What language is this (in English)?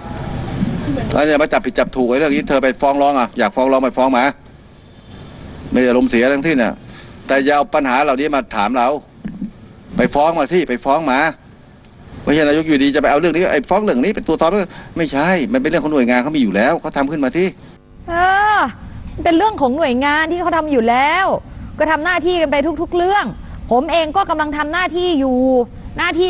Thai